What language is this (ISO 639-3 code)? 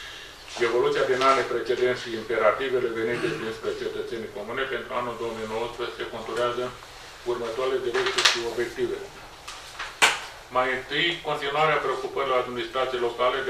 ron